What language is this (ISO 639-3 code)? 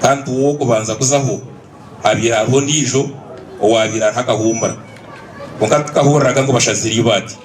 nyn